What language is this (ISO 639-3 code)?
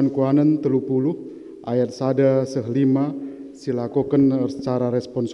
btx